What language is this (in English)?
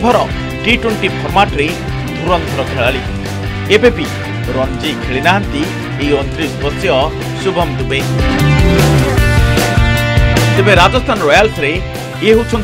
Odia